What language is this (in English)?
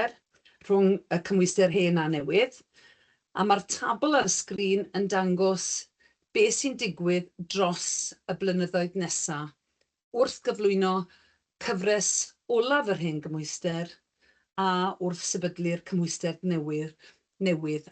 Welsh